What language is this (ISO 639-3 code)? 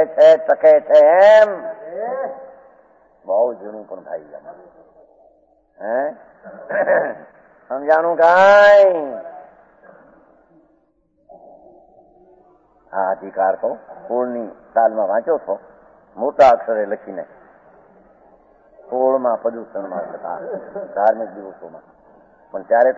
guj